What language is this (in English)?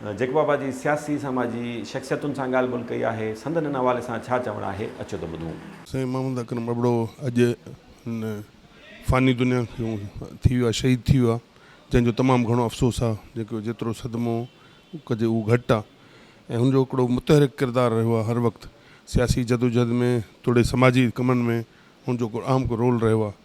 Sindhi